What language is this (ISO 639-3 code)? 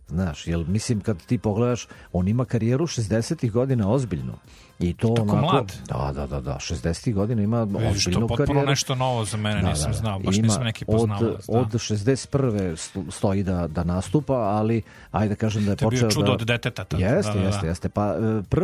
srp